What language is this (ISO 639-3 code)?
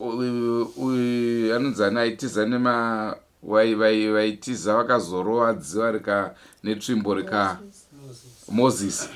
sna